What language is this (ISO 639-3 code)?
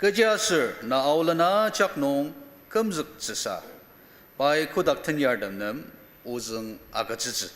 njo